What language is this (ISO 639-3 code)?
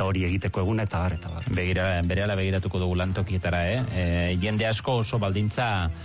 eus